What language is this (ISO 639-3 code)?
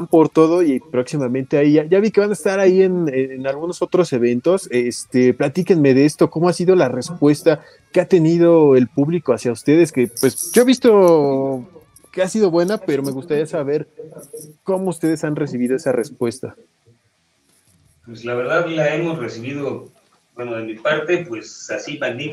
spa